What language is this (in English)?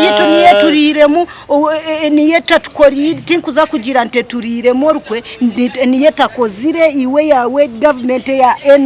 Nyankole